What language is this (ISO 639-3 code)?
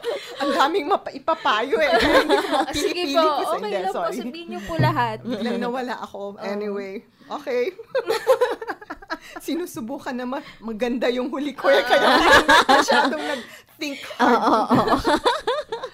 fil